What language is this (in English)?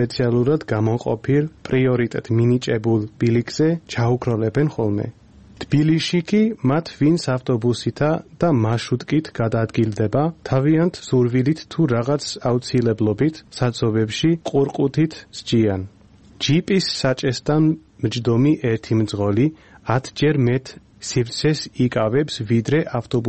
Georgian